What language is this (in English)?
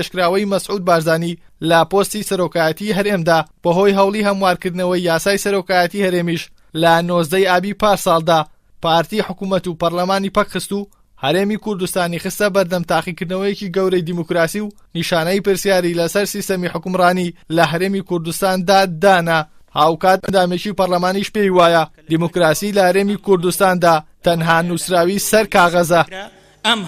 Central Kurdish